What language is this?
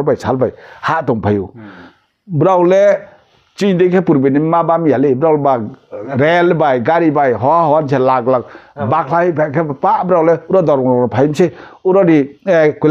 Riang (India)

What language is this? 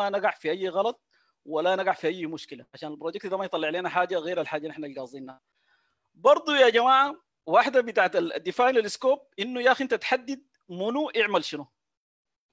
Sudanese Arabic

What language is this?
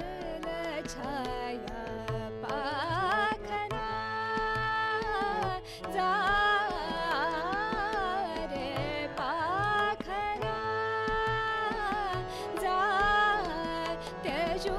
Marathi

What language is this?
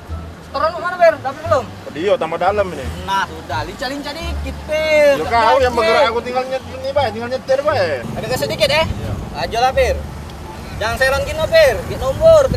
Musi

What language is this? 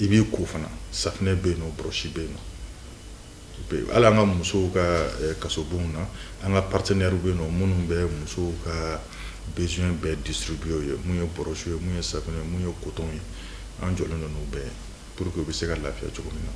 Bambara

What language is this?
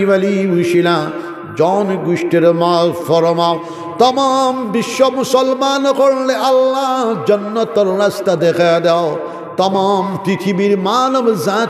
Sylheti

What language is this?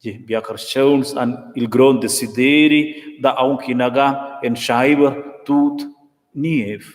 Romansh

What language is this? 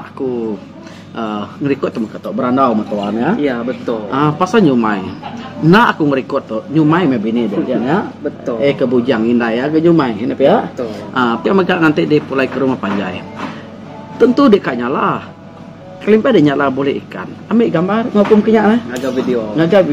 Iban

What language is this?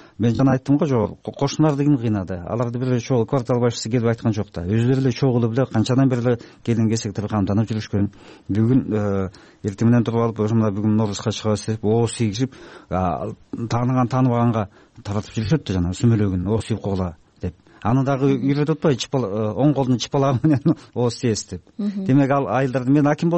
Kyrgyz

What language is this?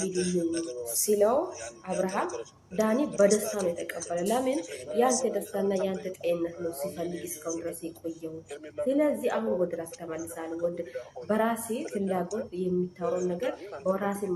Amharic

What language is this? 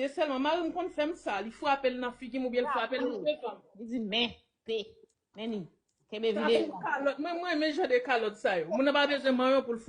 Haitian Creole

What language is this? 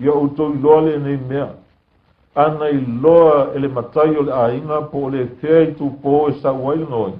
Samoan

